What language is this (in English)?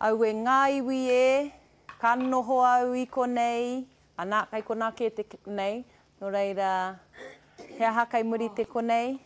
Māori